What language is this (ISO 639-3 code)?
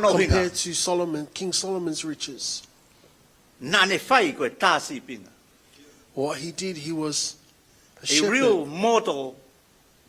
ton